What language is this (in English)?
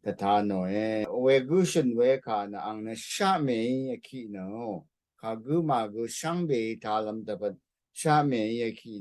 Rawang